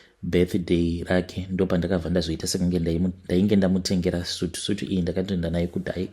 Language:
Shona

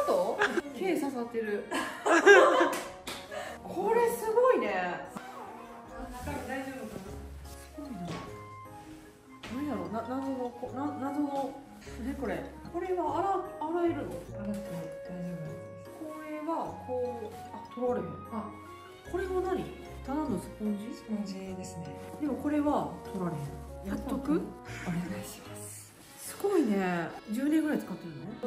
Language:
Japanese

